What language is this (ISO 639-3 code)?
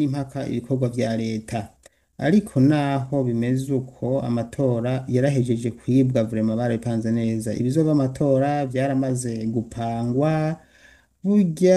run